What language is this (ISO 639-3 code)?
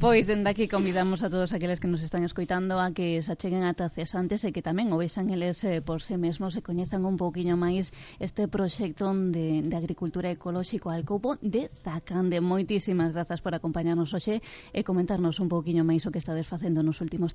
glg